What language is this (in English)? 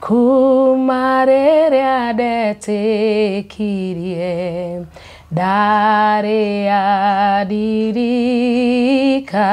Kikuyu